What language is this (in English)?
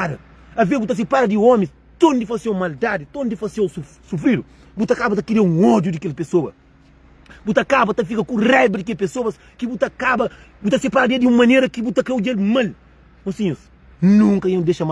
Kabuverdianu